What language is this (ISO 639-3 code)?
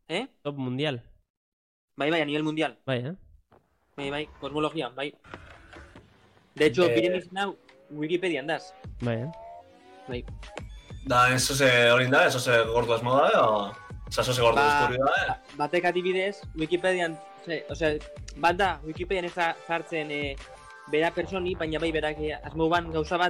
eus